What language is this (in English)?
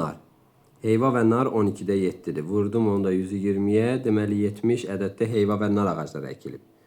Azerbaijani